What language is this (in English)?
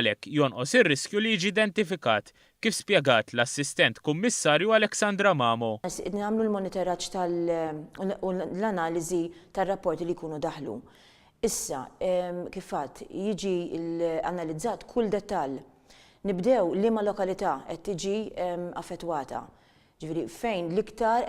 Maltese